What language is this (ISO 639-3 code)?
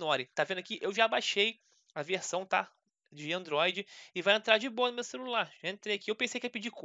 por